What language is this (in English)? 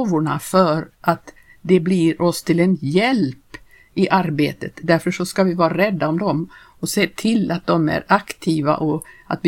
Swedish